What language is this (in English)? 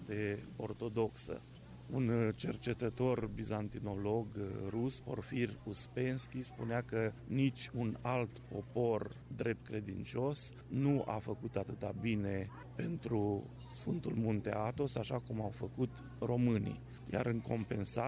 Romanian